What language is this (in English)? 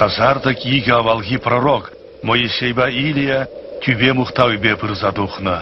Chuvash